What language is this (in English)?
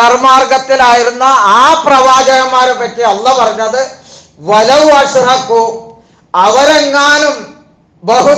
Malayalam